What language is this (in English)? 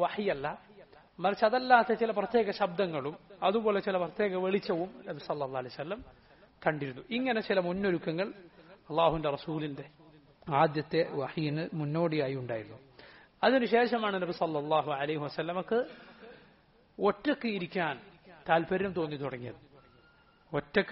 Malayalam